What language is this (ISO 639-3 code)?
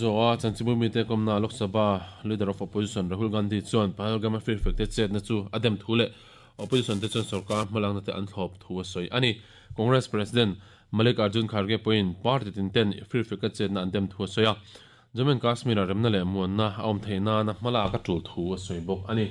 lus